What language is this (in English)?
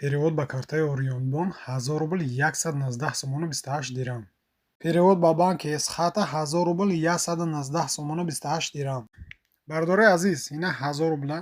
Tajik